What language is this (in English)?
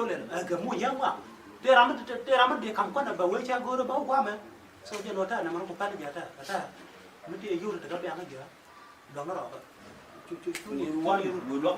Nuer